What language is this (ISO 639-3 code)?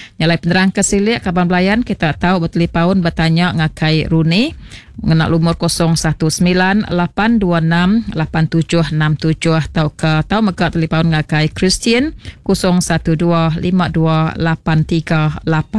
iba